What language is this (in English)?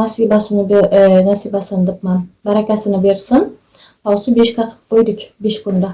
Uzbek